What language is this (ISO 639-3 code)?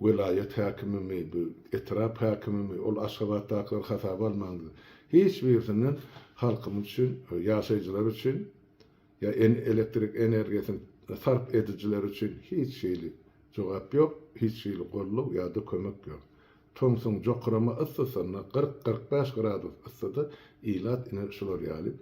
tuk